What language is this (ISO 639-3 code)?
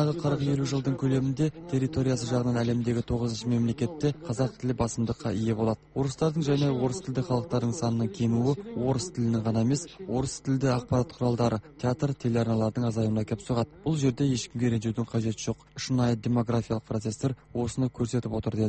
kaz